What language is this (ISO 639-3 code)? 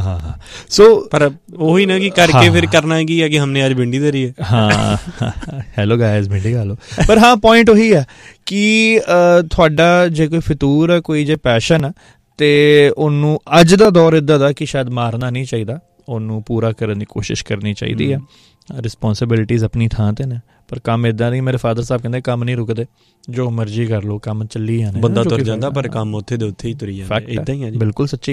pan